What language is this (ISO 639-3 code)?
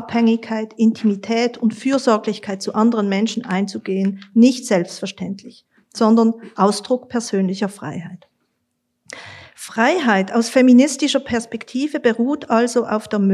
deu